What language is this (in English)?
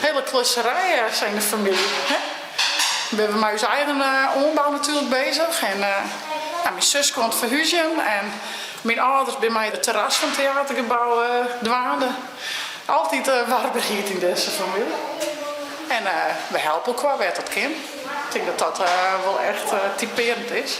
Western Frisian